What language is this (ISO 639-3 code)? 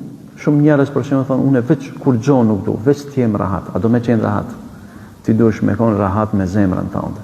sqi